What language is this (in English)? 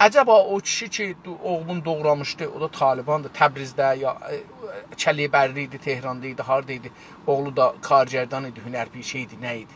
South Azerbaijani